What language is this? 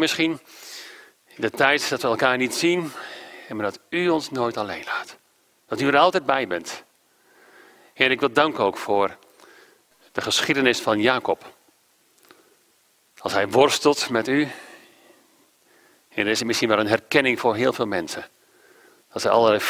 Dutch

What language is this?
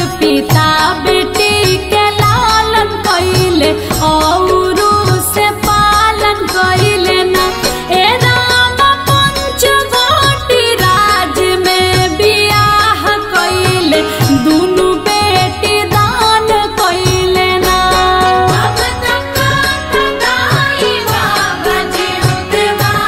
Bhojpuri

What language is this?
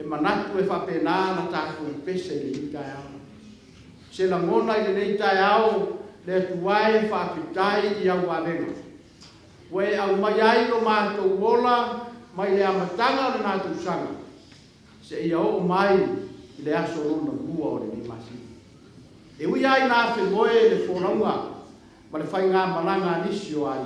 Samoan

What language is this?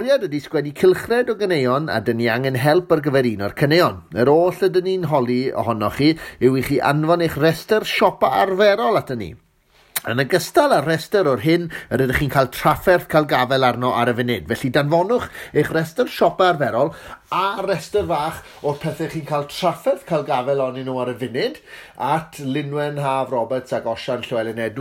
Welsh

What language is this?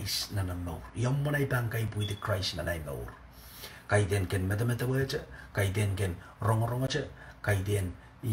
Pohnpeian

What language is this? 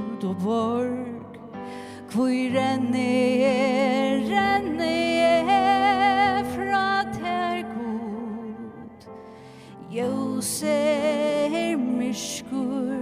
Faroese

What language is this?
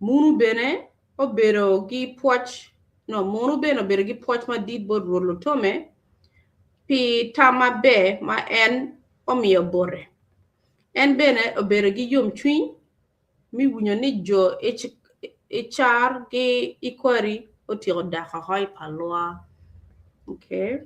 Acoli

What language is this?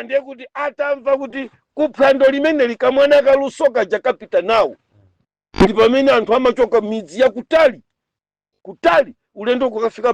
Nyanja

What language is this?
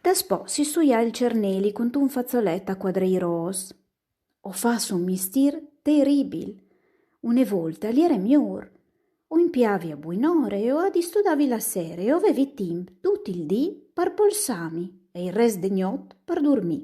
Friulian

